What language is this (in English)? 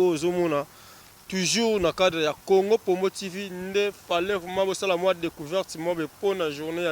Lingala